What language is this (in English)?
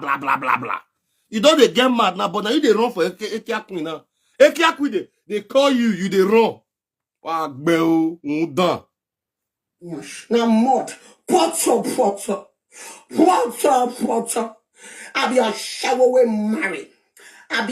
Nigerian Pidgin